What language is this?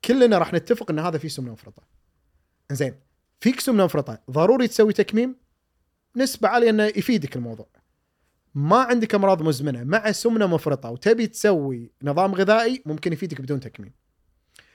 Gulf Arabic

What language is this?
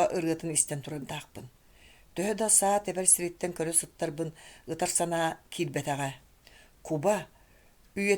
Yakut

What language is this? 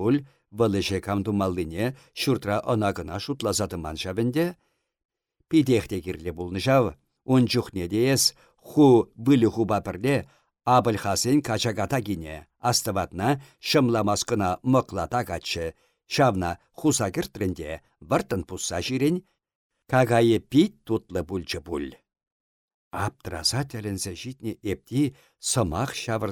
Chuvash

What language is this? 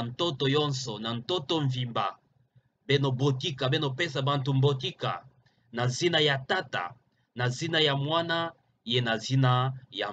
Kituba (Democratic Republic of Congo)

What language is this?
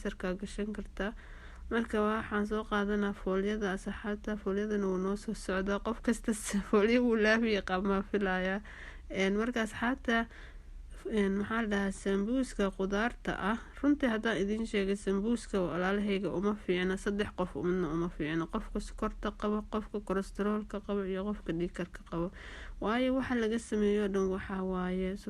Somali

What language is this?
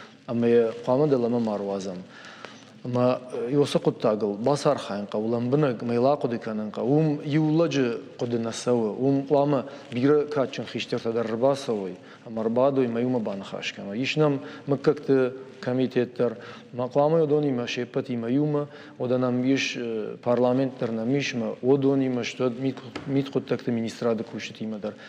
Ossetic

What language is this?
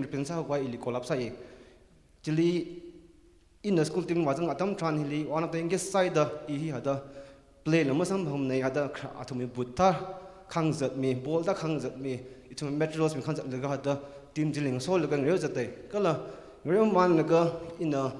Tangkhul Naga (India)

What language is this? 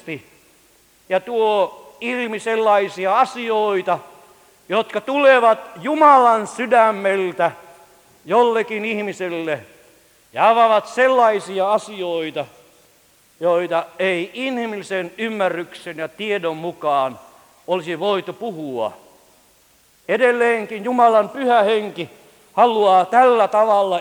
Finnish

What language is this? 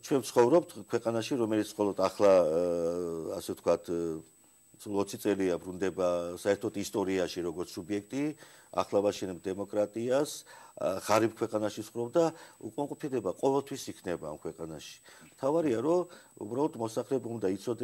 Georgian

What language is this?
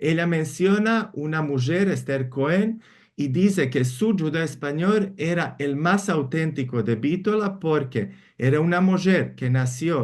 Ladino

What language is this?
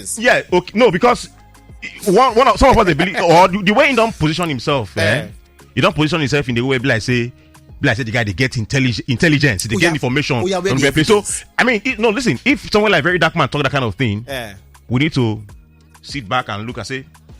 Nigerian Pidgin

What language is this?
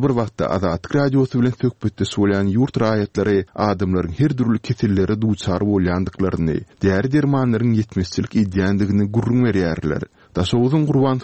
Turkmen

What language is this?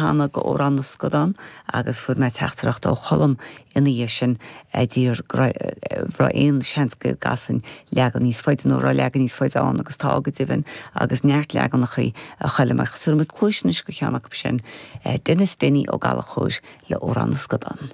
Irish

